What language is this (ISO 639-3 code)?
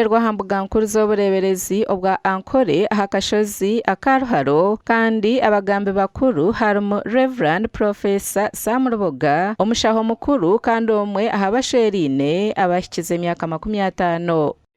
nyn